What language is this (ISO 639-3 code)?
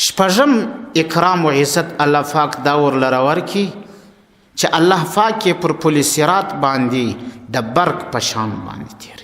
pus